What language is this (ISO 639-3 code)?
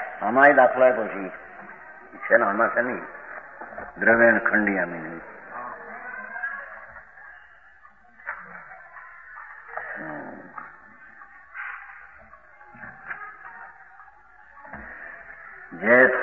guj